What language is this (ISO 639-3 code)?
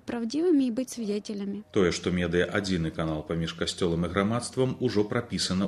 bel